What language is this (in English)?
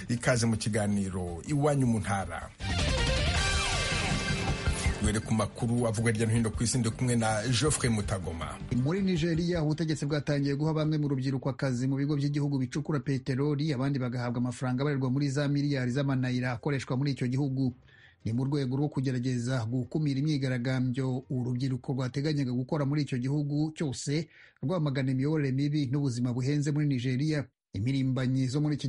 Kinyarwanda